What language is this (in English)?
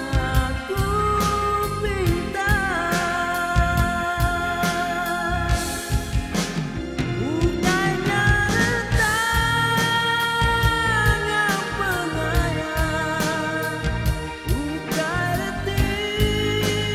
Iban